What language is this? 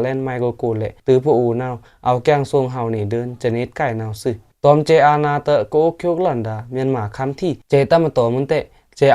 Pa'o Karen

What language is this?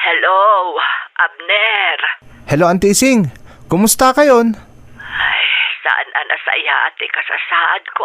Iloko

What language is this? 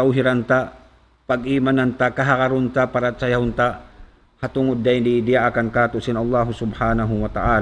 Tausug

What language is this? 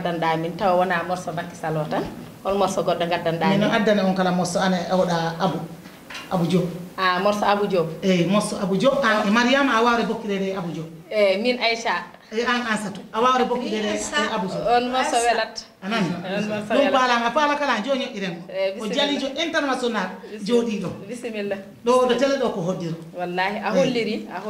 Fula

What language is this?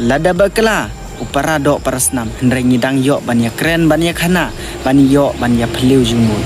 Khasi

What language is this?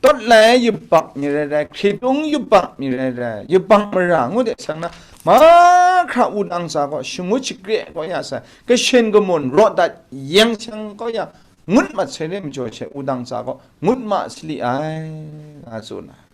Kachin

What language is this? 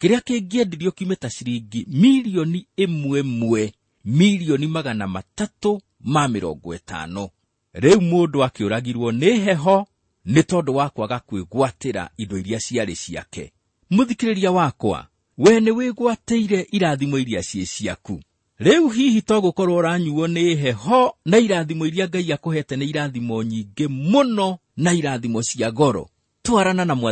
Kikuyu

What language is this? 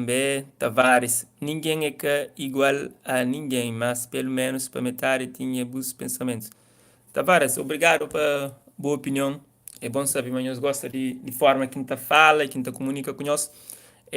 Kabuverdianu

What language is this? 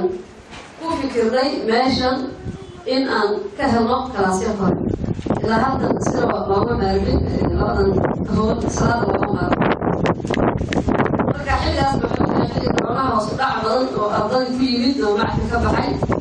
Somali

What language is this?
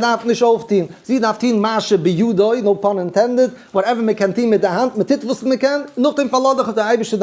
Yiddish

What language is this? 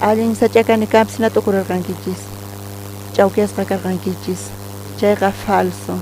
South Bolivian Quechua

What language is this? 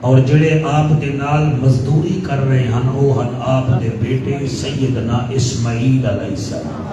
Saraiki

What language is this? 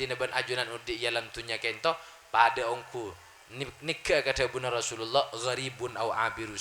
Madurese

